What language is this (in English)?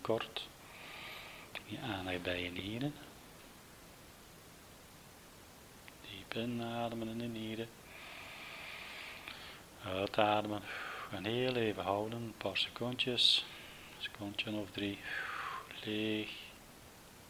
Dutch